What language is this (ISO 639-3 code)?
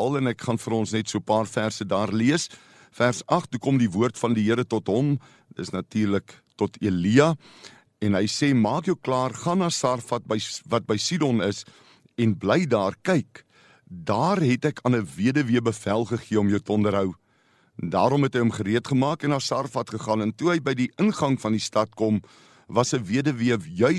afr